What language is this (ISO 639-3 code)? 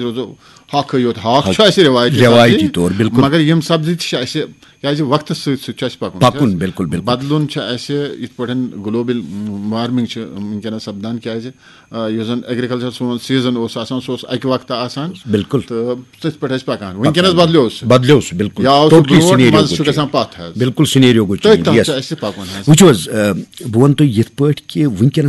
kas